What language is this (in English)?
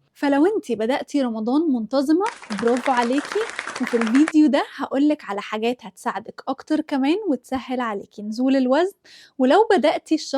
Egyptian Arabic